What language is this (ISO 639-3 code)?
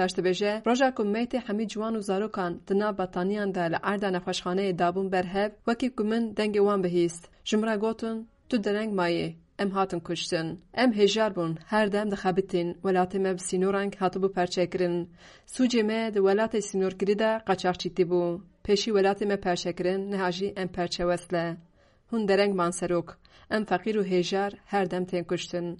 kur